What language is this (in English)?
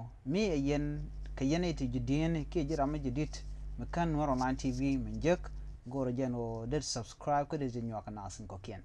Nuer